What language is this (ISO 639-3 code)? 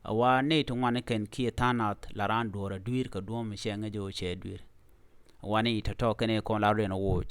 nus